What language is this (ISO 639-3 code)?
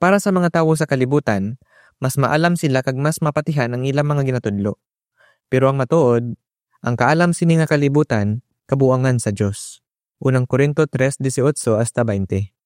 hil